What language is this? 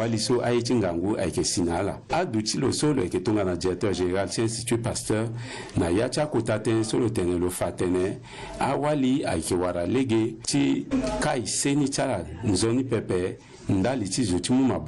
Sango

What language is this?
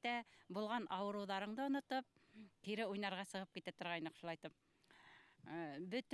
Bashkir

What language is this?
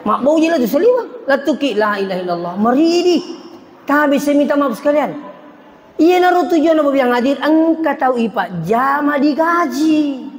Buginese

